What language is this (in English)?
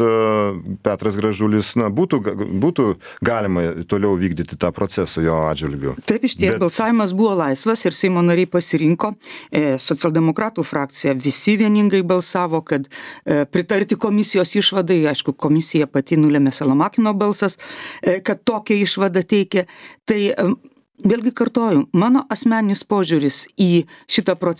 Lithuanian